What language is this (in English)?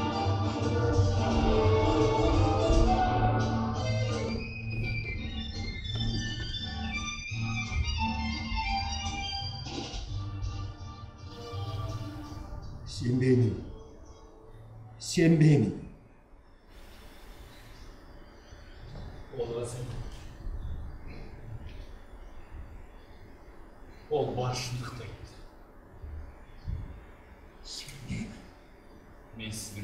Kazakh